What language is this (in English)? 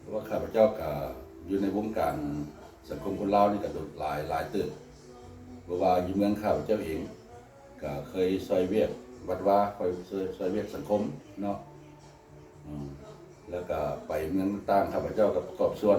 Lao